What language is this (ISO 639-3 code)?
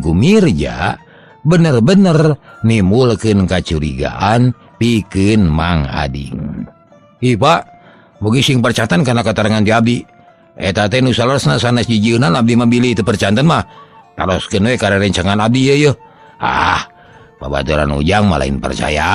sun